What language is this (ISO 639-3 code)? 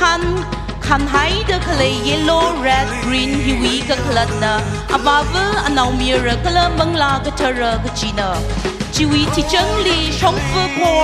nmf